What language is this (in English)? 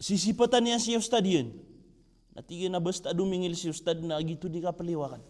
Maranao